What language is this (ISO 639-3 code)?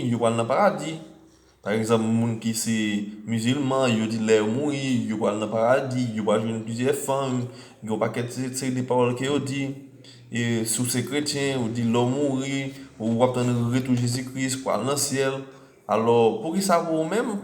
hat